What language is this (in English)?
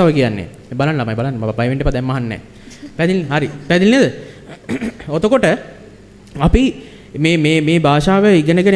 Sinhala